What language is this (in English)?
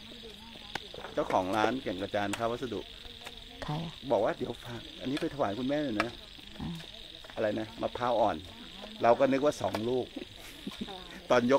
Thai